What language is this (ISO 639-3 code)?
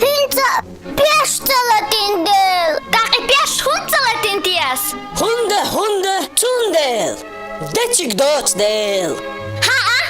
che